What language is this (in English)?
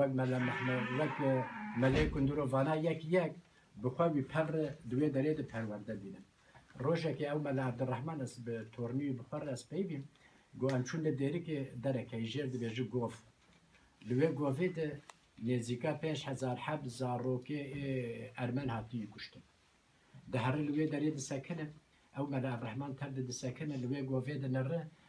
Kurdish